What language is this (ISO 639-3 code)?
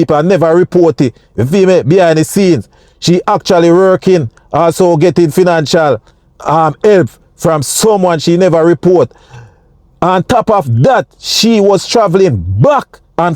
jam